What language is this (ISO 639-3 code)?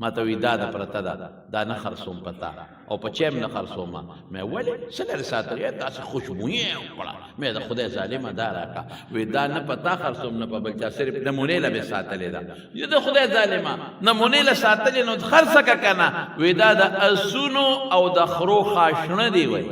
pus